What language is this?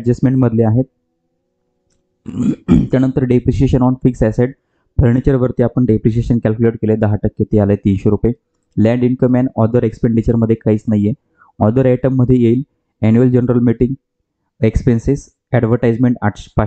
Marathi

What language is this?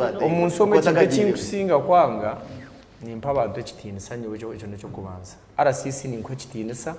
Nyankole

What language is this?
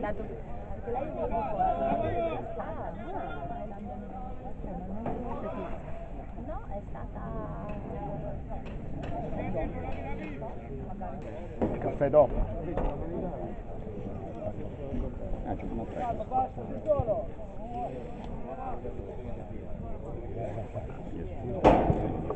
Italian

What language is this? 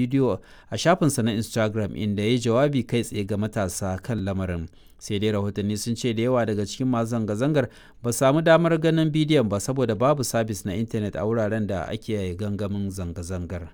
Hausa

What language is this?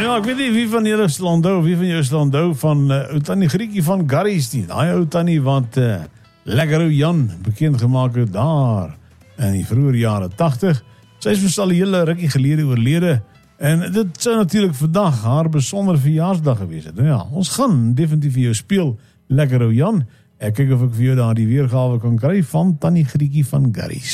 Afrikaans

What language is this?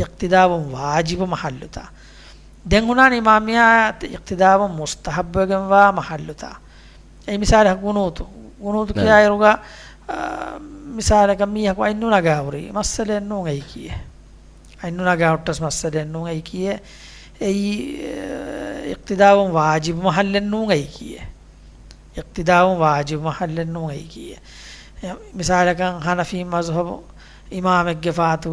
Divehi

